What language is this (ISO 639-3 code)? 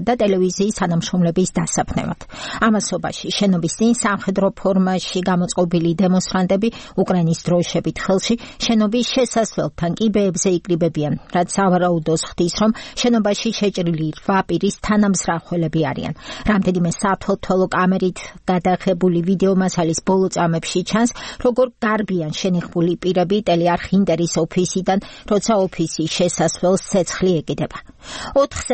kat